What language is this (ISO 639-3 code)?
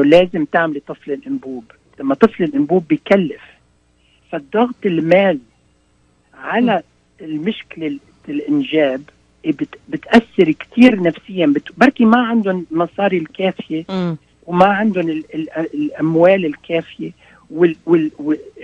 apc